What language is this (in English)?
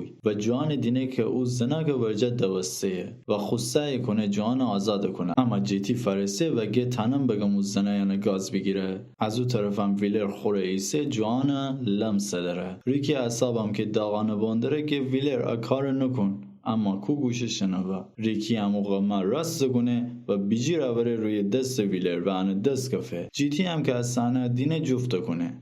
Gilaki